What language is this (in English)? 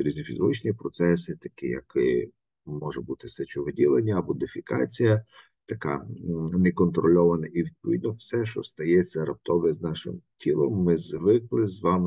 Ukrainian